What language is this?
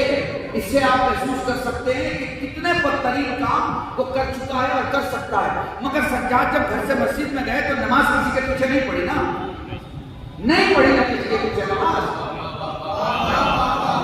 Urdu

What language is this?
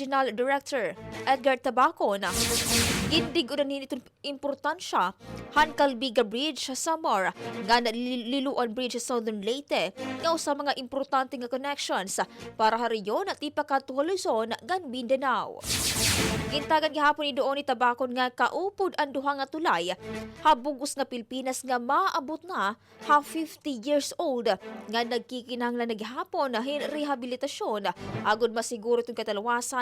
Waray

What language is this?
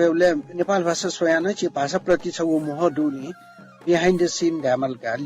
Newari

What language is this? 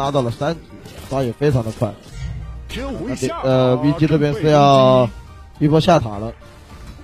Chinese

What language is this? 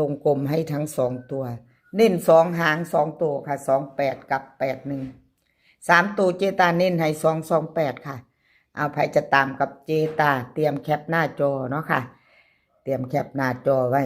Northeastern Thai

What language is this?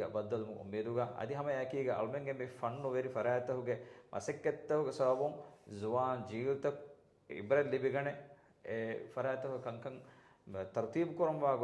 Divehi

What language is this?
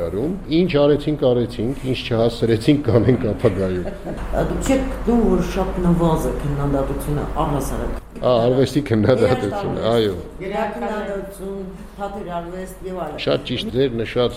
Armenian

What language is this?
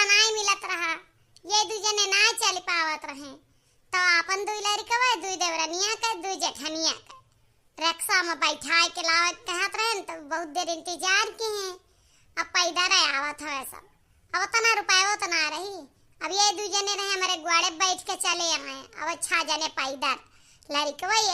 Awadhi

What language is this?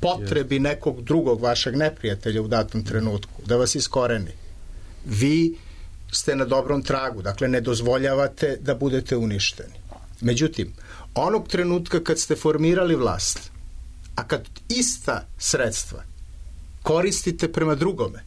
Serbian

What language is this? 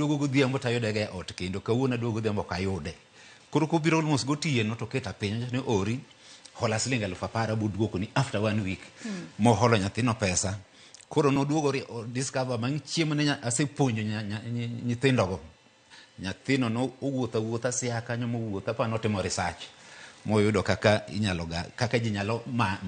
Luo (Kenya and Tanzania)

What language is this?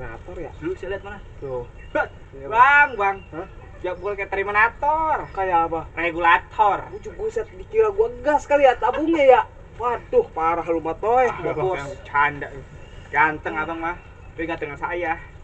Betawi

